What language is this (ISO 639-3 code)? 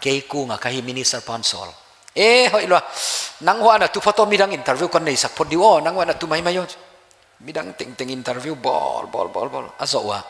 pck